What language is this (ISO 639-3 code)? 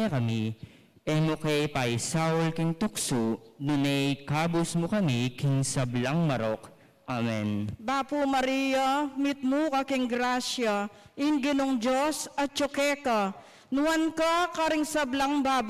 pam